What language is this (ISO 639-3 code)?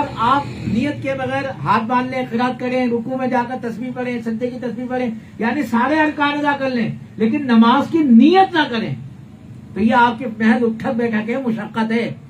urd